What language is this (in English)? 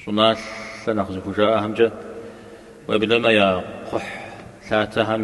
Kabardian